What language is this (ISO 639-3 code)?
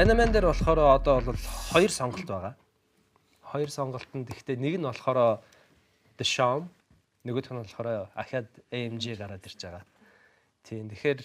mon